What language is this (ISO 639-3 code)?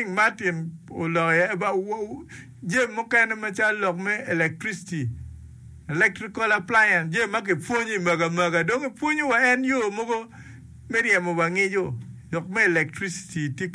ach